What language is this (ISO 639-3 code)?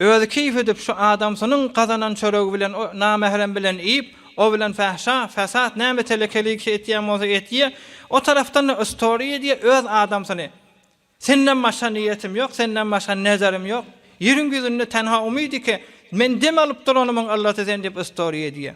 tuk